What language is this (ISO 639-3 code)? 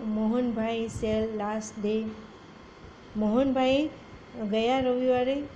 guj